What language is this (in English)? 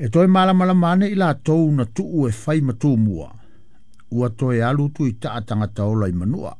Samoan